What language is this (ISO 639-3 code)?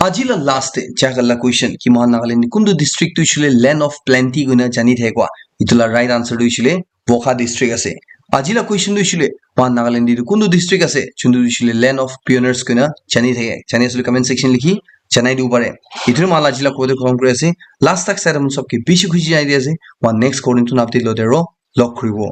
nag